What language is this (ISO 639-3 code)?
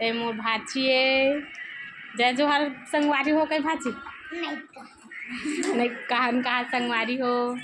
hne